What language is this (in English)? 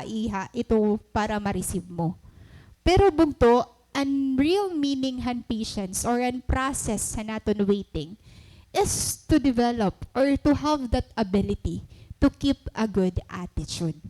Waray